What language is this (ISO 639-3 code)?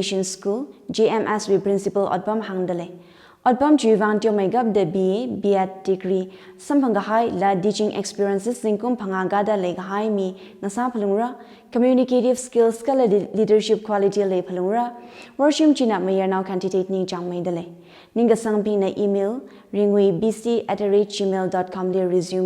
nmf